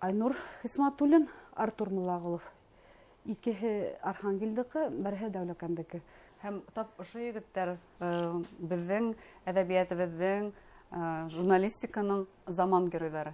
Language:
Bashkir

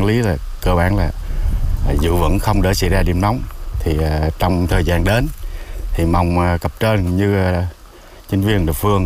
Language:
Vietnamese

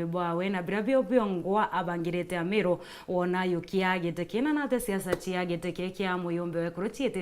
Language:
Meru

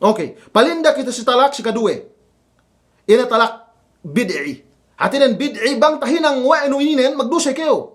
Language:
Yakan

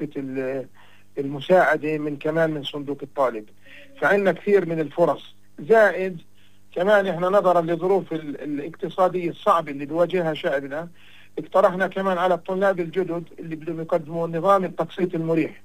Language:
North Levantine Arabic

